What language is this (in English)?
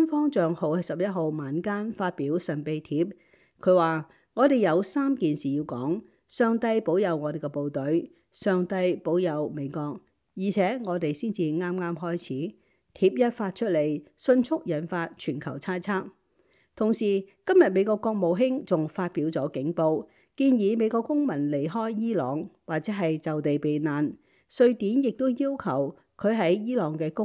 Cantonese